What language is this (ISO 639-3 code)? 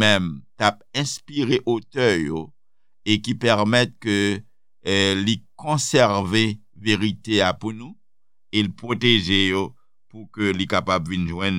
hat